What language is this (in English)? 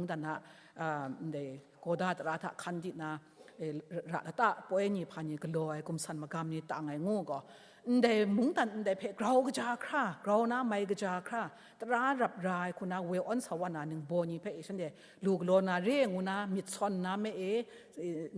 Kachin